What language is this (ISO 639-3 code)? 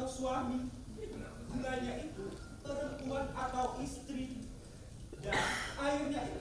bew